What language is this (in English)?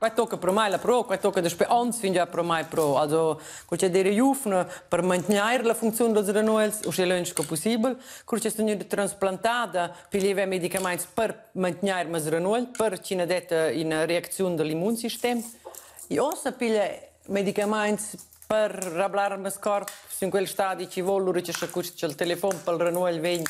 Romansh